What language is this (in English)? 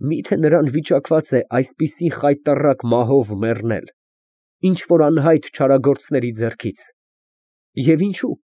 Armenian